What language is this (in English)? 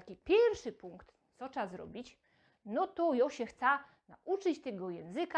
Silesian